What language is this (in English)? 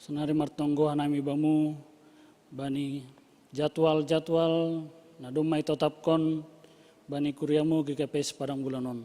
Batak Simalungun